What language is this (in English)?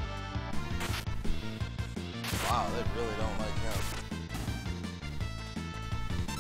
English